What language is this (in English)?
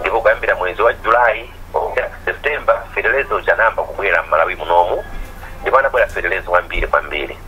Nyanja